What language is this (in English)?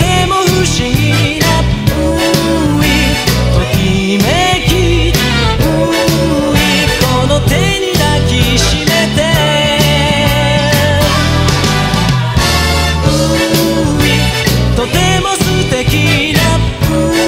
Japanese